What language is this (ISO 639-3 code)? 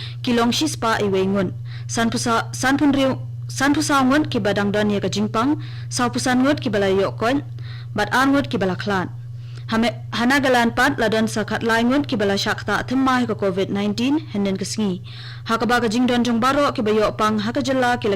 kha